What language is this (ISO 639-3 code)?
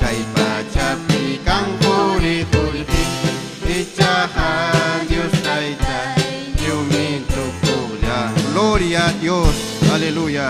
quy